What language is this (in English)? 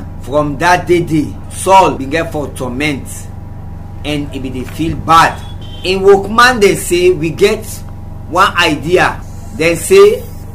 Krio